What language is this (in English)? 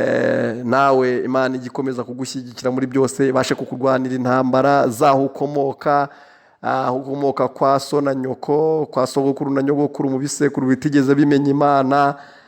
Kinyarwanda